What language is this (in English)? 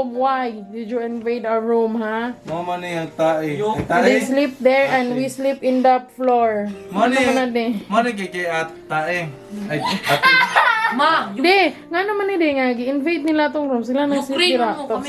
Cebuano